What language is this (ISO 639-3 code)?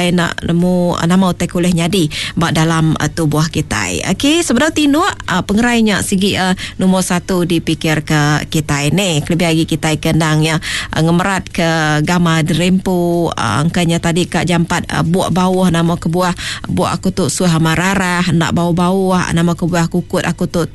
iba